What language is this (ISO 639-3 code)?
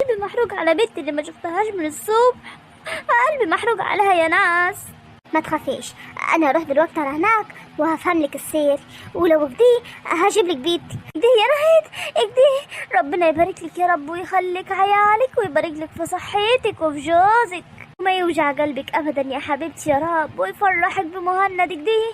arz